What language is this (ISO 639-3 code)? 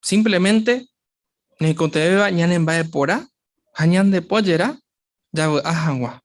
grn